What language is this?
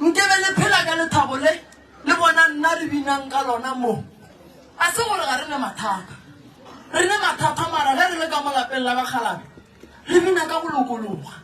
Northern Sotho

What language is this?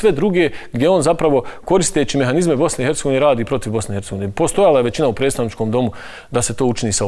Bosnian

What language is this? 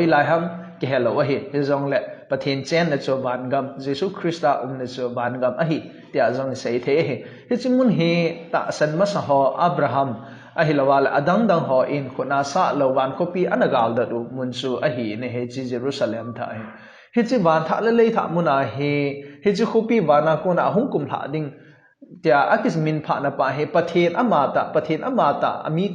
Thado Chin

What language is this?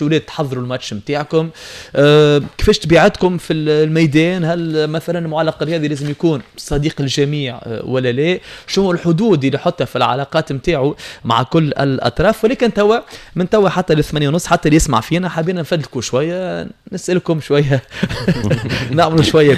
Tunisian Arabic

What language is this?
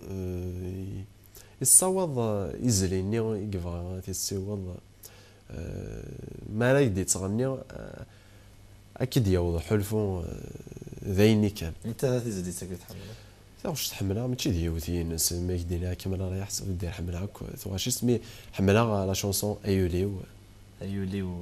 Kabyle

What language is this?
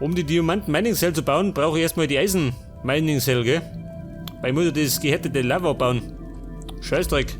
Bavarian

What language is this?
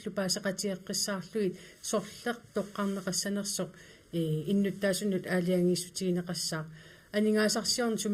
Kalaallisut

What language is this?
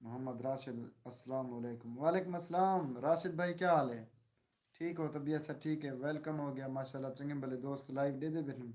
Saraiki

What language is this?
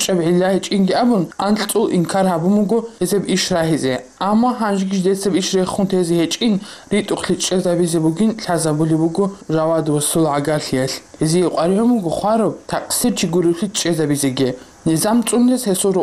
Avaric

